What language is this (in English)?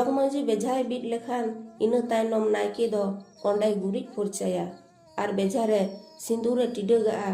Santali